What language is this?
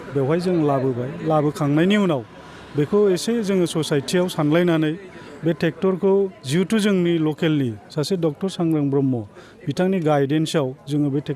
Bodo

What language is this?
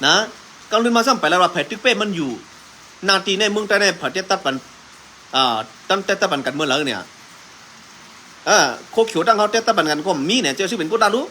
Shan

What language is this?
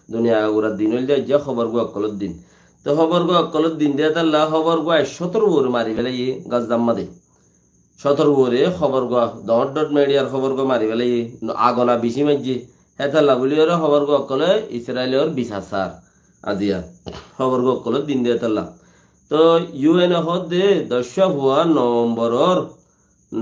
Rohingya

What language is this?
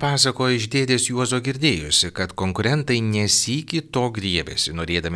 Lithuanian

